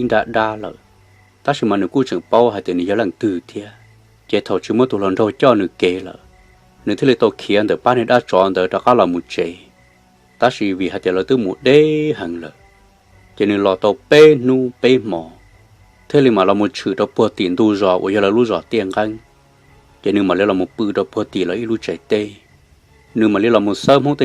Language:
Hmong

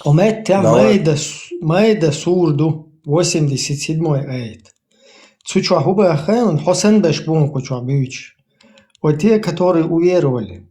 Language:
Chechen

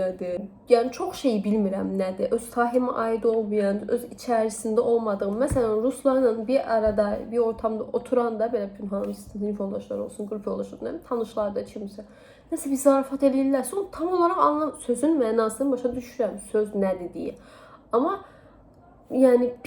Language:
Azerbaijani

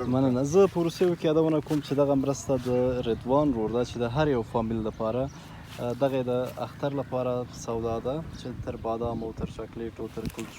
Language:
Pashto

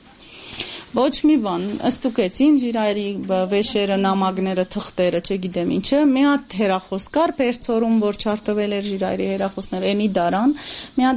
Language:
Armenian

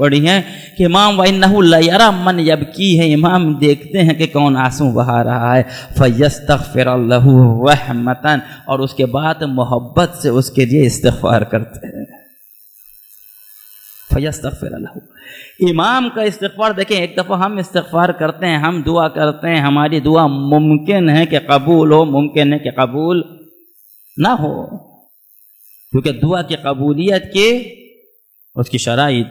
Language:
Urdu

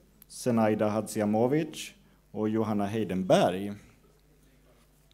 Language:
Swedish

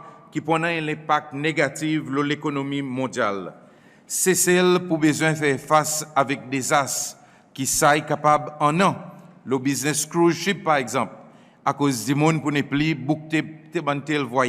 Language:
Seselwa Creole French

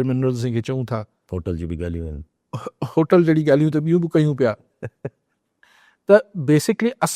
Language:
Sindhi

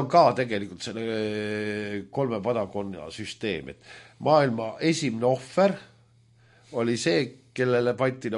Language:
Estonian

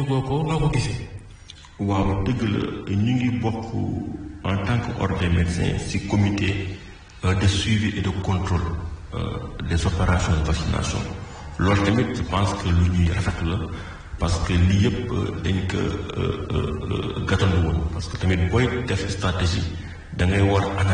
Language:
Wolof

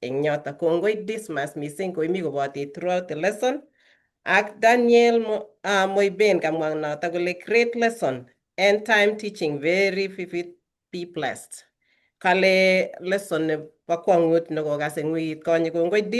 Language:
Kalenjin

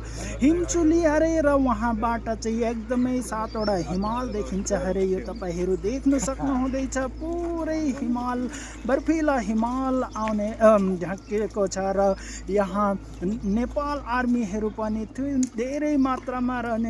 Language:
Nepali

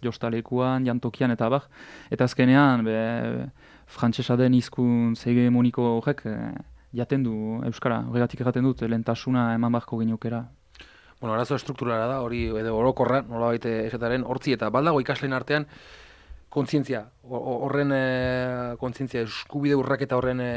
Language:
Basque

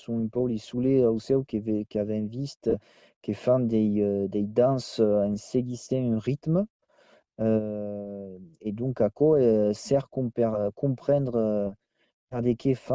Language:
Occitan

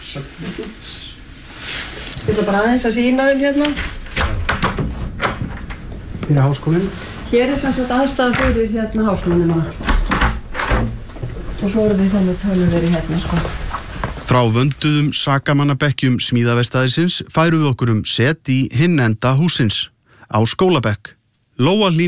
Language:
Icelandic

